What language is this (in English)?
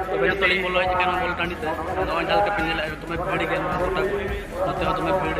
Santali